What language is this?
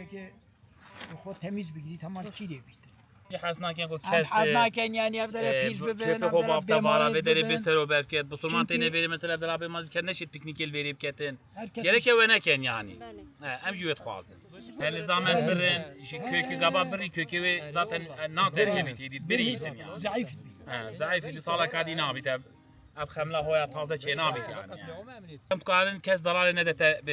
Kurdish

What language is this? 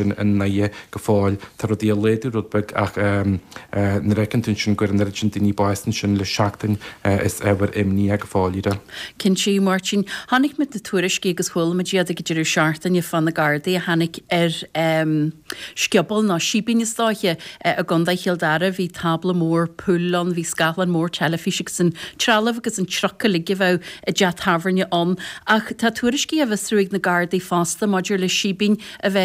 Irish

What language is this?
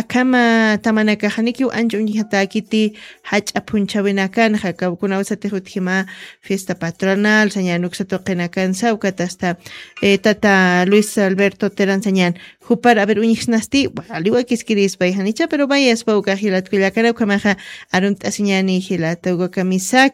Aymara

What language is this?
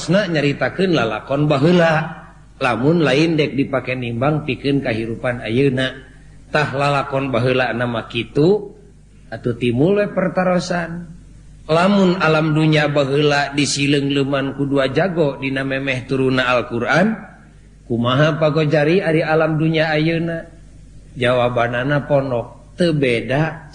Sundanese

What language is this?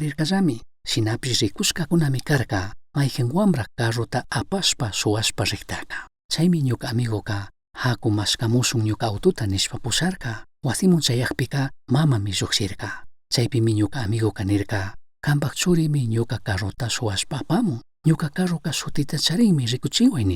Chimborazo Highland Quichua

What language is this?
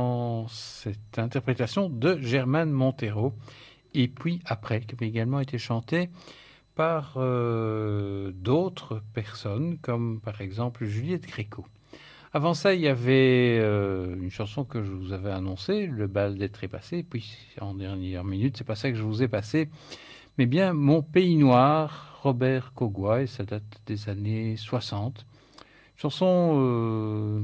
French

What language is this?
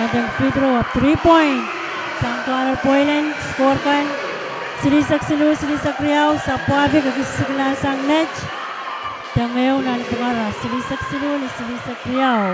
Pohnpeian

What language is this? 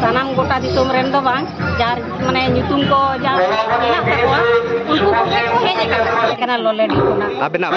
Santali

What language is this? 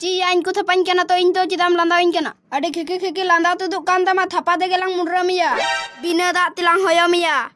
Santali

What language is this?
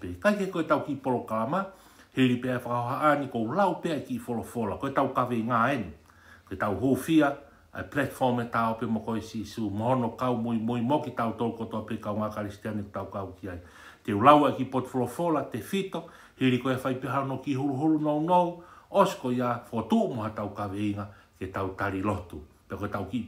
Tongan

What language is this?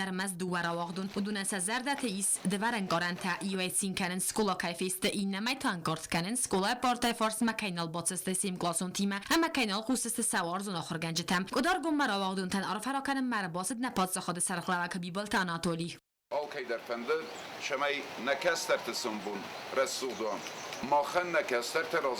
Ossetic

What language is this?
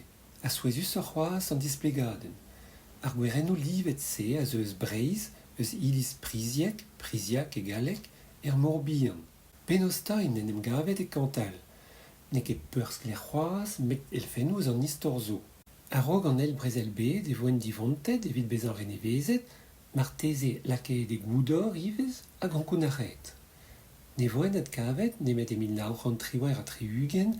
Breton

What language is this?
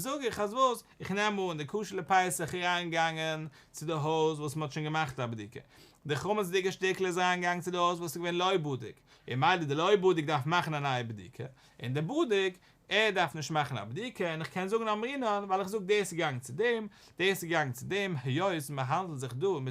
Yiddish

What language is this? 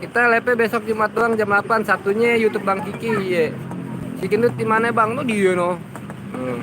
Betawi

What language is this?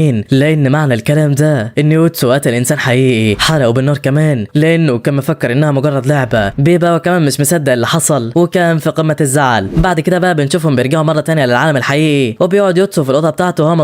Egyptian Arabic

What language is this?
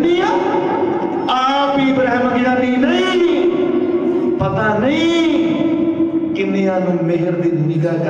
Punjabi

